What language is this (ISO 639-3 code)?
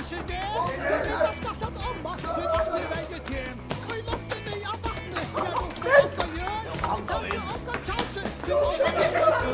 fao